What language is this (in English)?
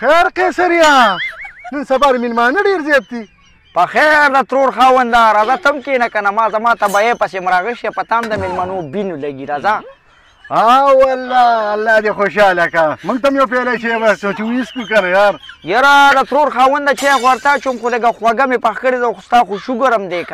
Pashto